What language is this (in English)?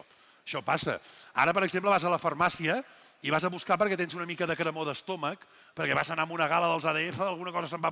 Catalan